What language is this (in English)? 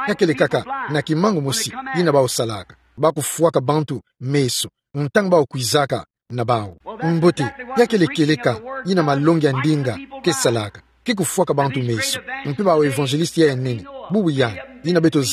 Kituba (Democratic Republic of Congo)